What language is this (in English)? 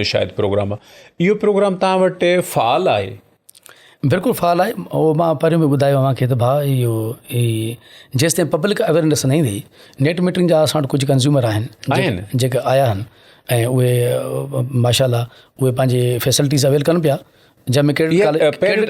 Sindhi